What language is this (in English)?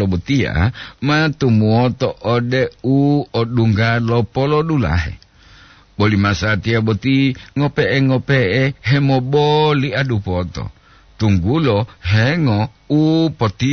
Gorontalo